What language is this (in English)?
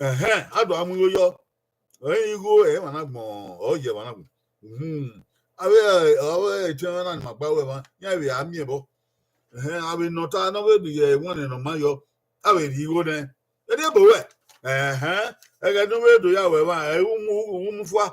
Bini